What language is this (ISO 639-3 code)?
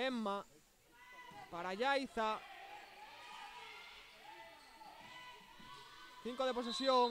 spa